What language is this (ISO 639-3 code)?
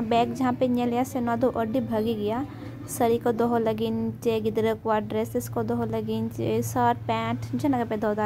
sat